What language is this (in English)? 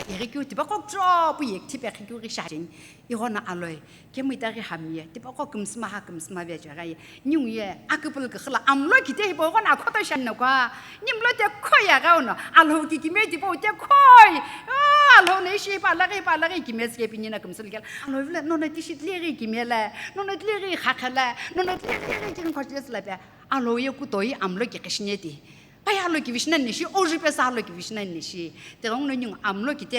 Sumi Naga